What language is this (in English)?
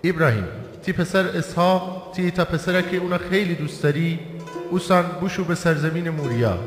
Gilaki